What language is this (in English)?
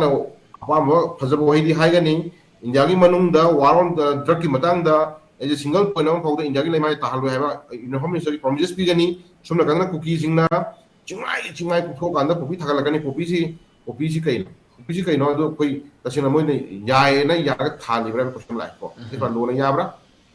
Manipuri